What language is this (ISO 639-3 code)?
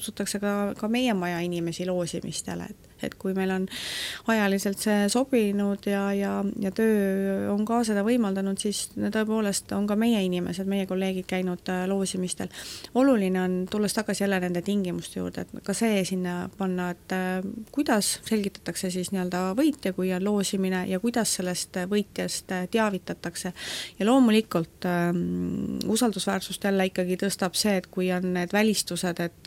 est